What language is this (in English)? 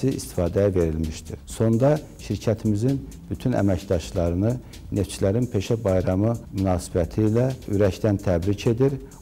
Azerbaijani